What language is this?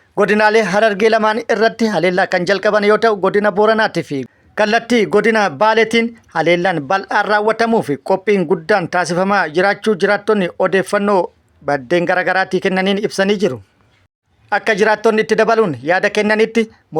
Oromo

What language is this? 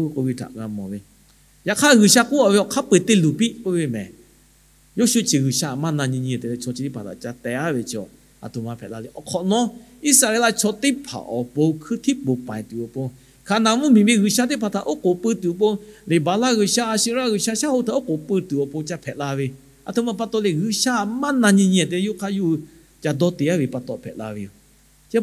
Lahu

